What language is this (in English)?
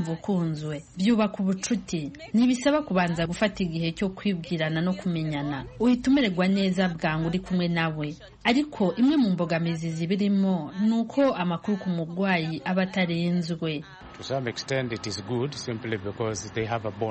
Kinyarwanda